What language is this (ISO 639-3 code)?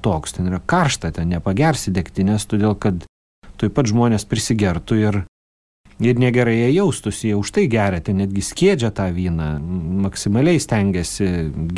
lit